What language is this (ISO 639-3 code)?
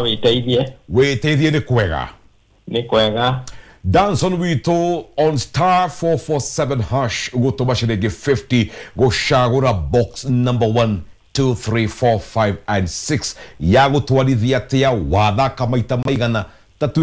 kik